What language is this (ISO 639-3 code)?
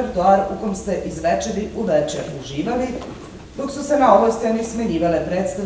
srp